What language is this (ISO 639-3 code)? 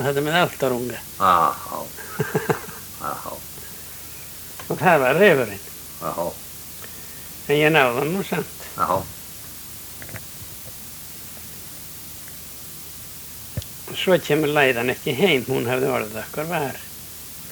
isl